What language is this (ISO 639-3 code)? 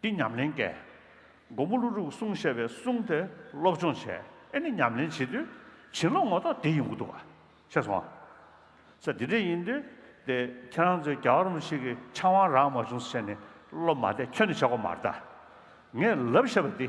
bod